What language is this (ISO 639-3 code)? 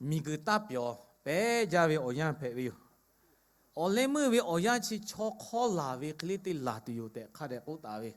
lhu